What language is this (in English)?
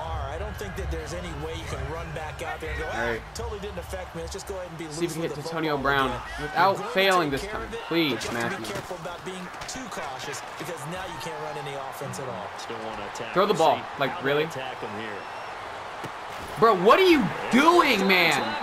English